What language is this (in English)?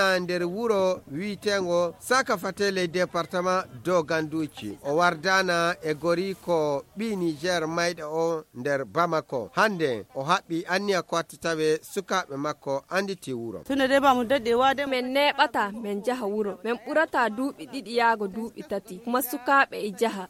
Fula